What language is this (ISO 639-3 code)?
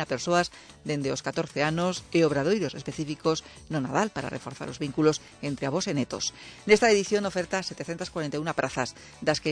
glg